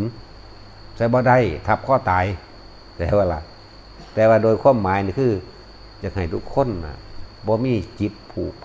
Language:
Northeastern Thai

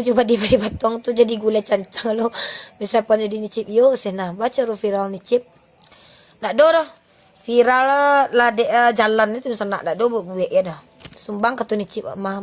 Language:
Minangkabau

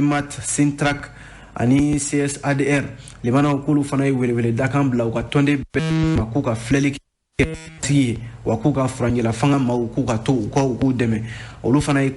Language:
Bambara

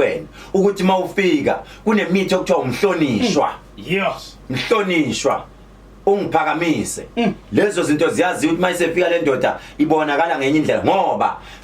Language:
Zulu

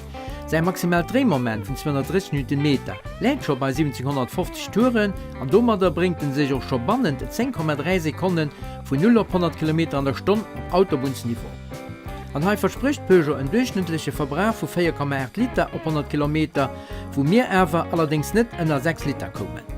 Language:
Luxembourgish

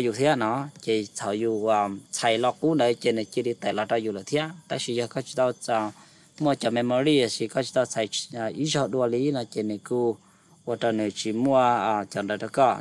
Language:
Hmong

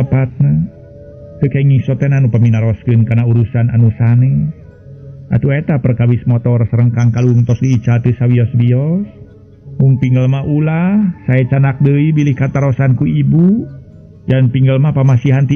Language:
Sundanese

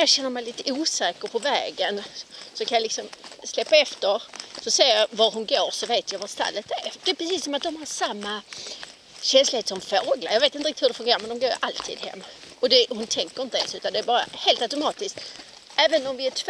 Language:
Swedish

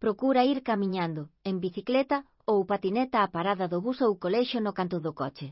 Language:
Galician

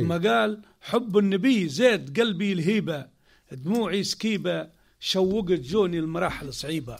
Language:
Tunisian Arabic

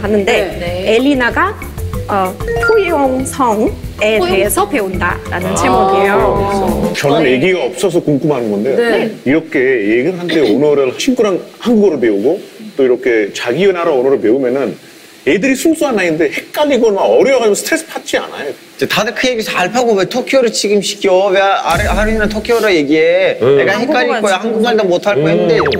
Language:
Korean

